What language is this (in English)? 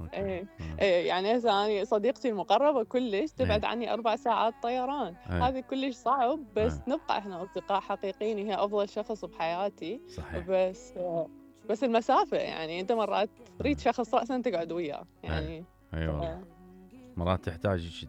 Mesopotamian Arabic